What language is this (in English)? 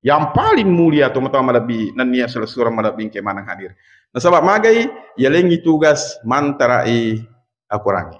Buginese